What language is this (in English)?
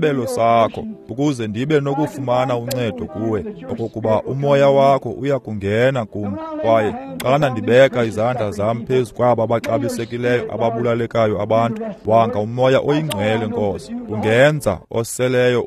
Xhosa